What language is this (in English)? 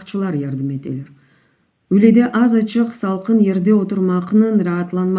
Crimean Tatar